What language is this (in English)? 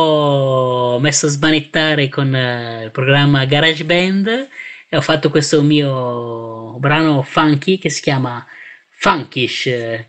Italian